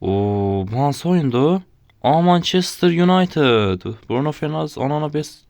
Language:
Azerbaijani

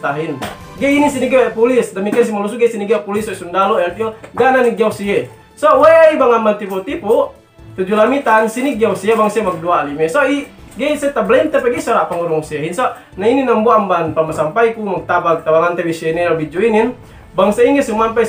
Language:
Yakan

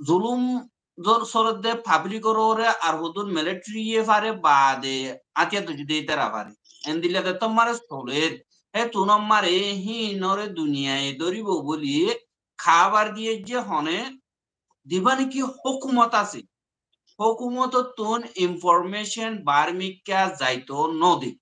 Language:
Rohingya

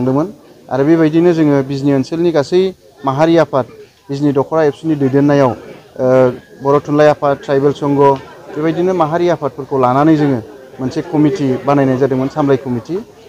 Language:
Bodo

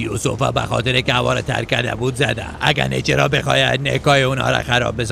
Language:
Persian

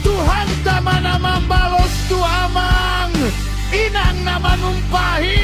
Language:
Batak Toba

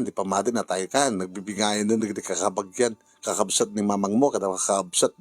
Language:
Iloko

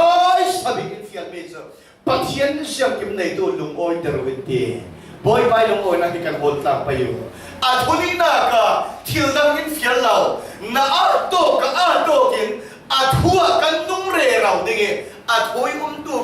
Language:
Falam Chin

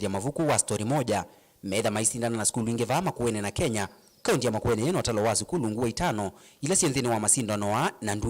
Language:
Kamba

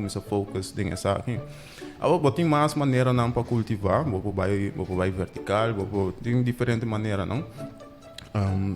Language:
Papiamento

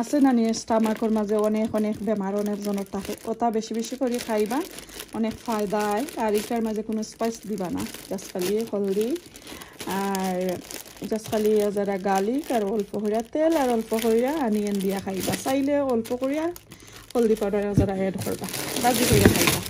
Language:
Sylheti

